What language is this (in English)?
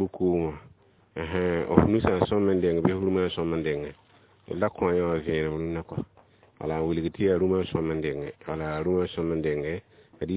Mossi